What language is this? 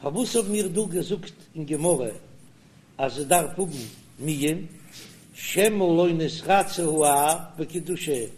Yiddish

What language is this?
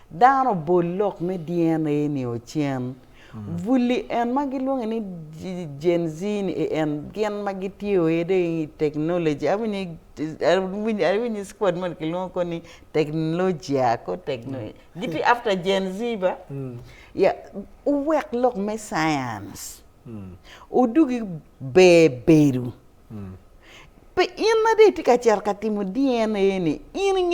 Acoli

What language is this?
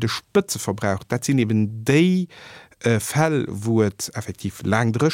Luxembourgish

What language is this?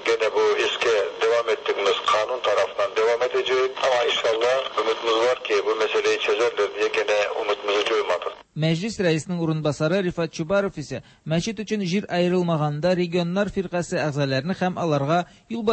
Tatar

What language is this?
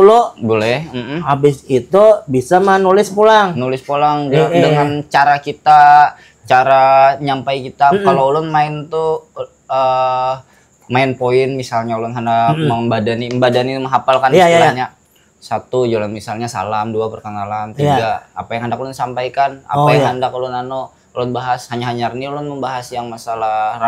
Banjar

